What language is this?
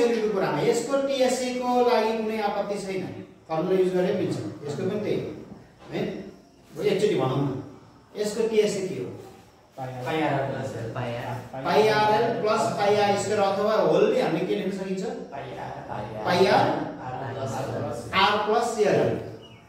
Nepali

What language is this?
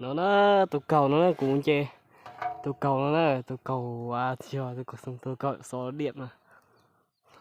Hmong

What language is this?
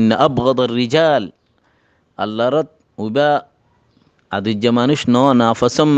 Rohingya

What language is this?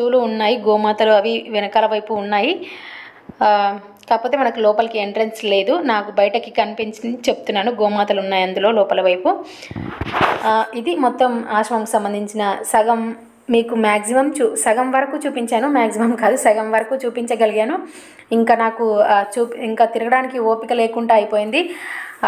Telugu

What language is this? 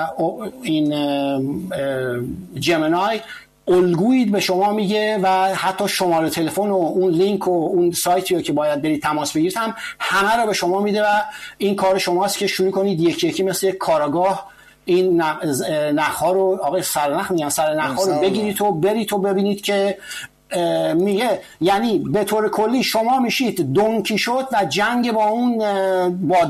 Persian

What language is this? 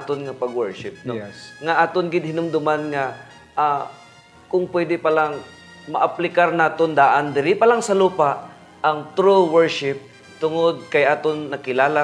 Hiligaynon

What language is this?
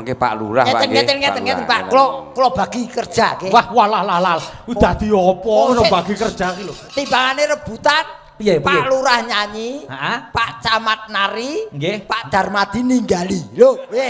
Javanese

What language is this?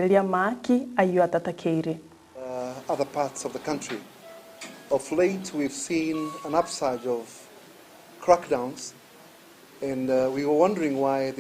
Gusii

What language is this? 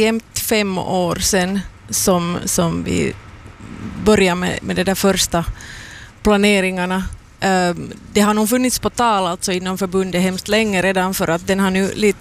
Swedish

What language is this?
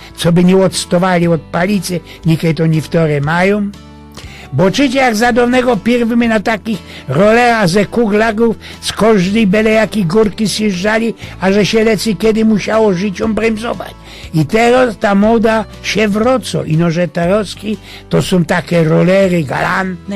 Silesian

